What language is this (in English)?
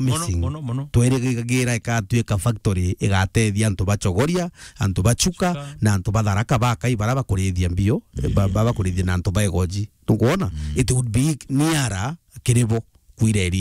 Meru